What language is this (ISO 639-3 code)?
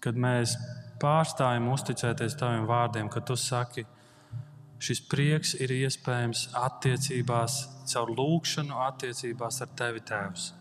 lav